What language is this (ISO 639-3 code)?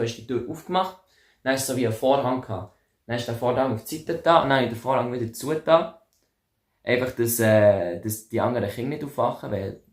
gsw